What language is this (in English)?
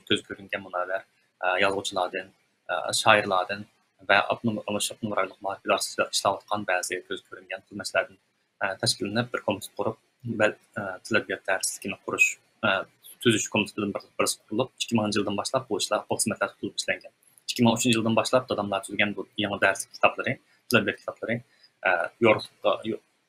Uyghur